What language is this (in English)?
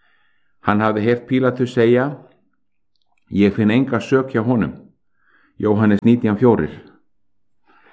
Icelandic